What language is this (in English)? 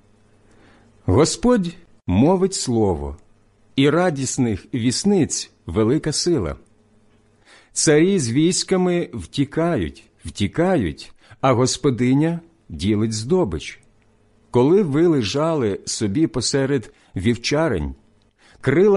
Ukrainian